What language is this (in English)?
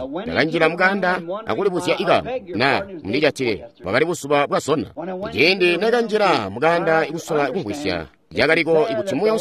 Tonga (Zambia)